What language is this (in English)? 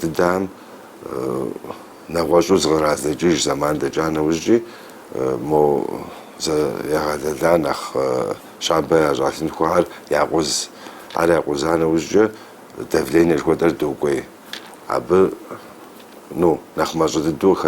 Kabardian